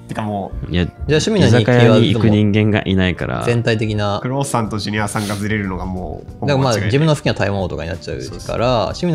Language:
Japanese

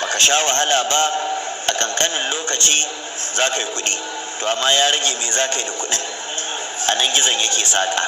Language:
Hausa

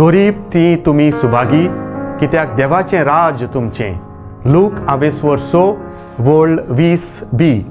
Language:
Konkani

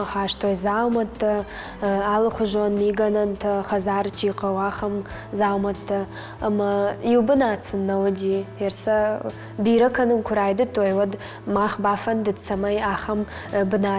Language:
Ossetic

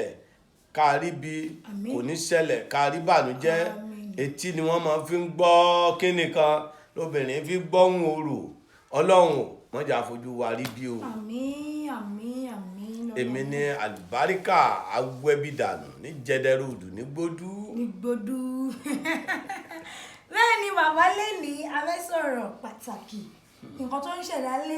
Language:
Yoruba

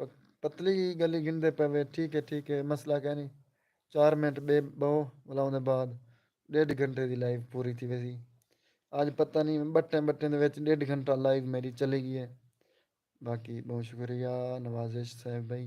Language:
Saraiki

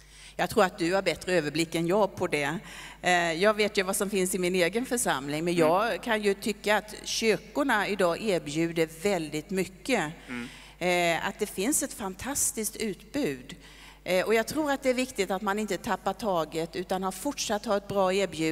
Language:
Swedish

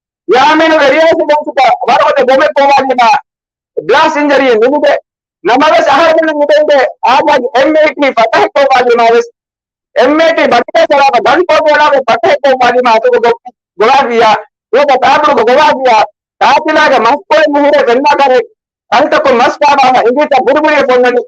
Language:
Divehi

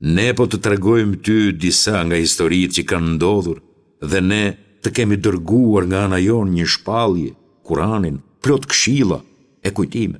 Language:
Albanian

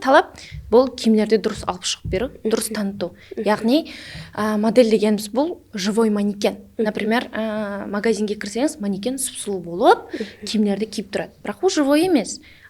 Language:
Kara-Kalpak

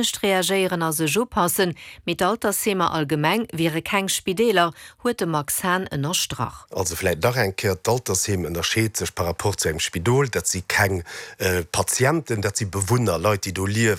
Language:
Luxembourgish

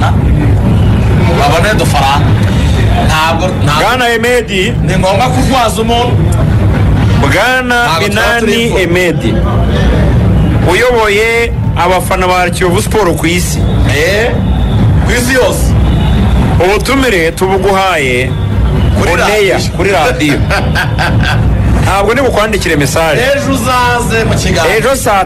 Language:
Kinyarwanda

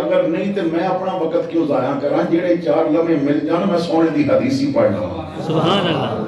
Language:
Western Panjabi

